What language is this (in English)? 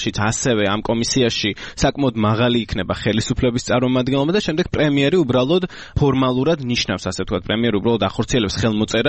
Georgian